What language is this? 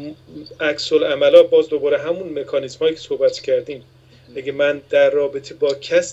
Persian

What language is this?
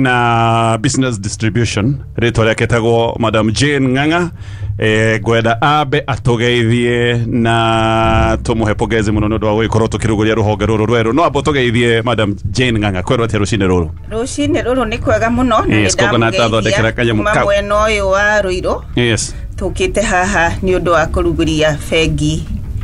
Kikuyu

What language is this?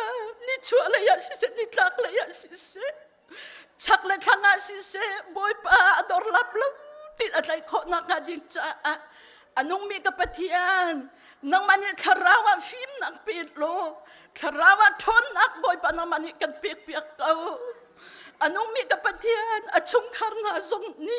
Hakha Chin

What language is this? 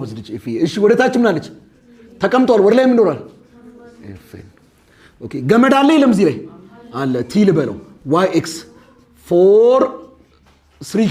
Amharic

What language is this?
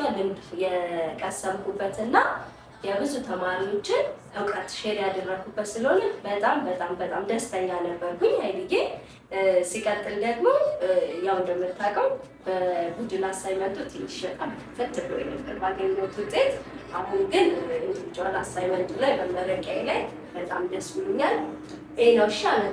Amharic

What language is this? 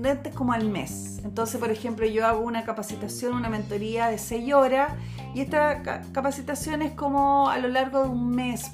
Spanish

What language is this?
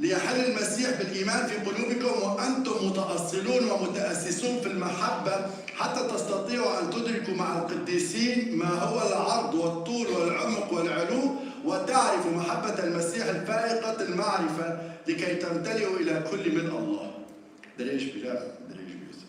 Kurdish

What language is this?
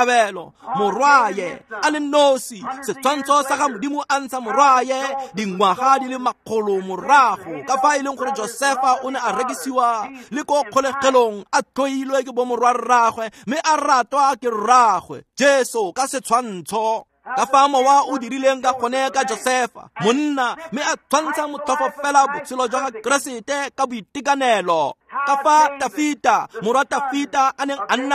Tswana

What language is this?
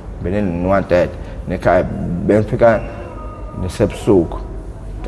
Zulu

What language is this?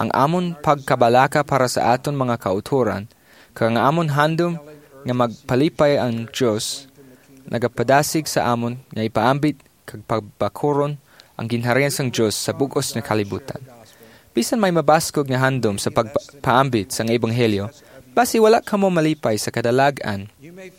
Hiligaynon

